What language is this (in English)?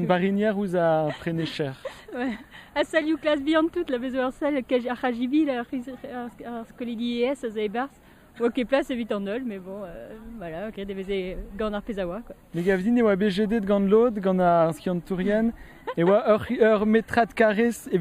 Breton